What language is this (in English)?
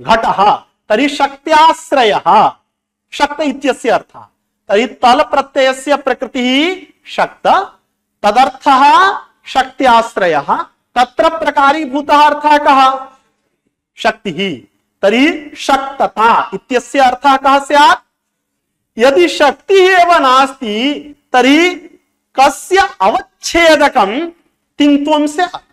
Sanskrit